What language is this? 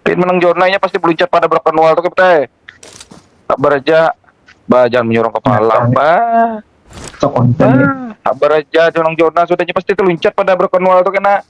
Banjar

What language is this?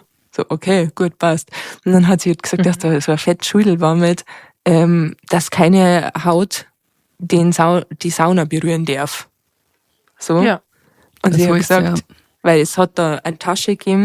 Bavarian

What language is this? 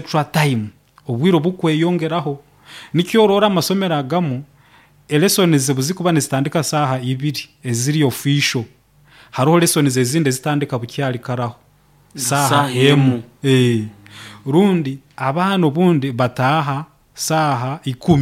Nyoro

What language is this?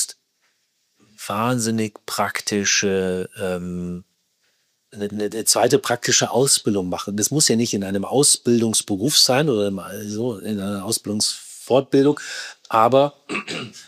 German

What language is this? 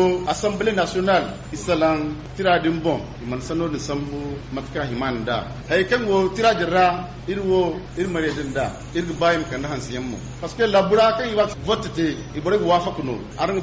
Zarma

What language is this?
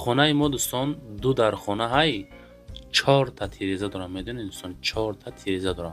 Tajik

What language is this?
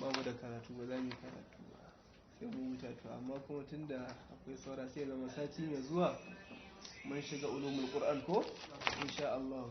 Hausa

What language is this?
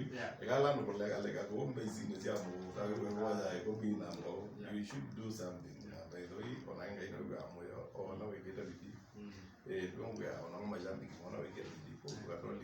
Kamba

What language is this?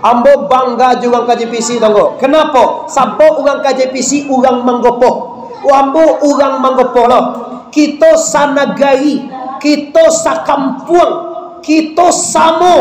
Minangkabau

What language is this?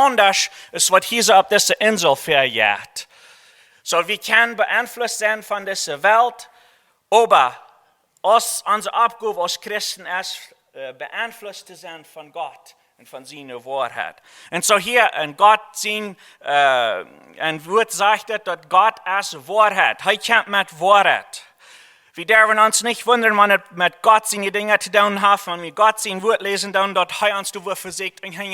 Plautdietsch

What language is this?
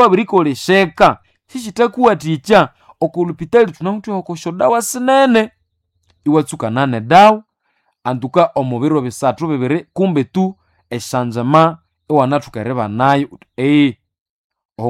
Nande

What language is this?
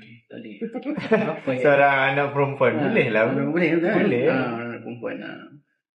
Malay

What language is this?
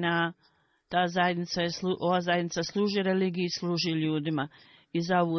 Bosnian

